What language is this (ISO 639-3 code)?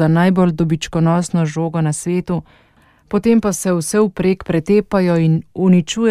slv